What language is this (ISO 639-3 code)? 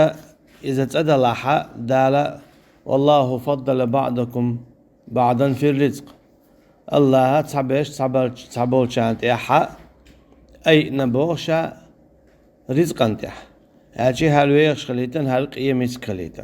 che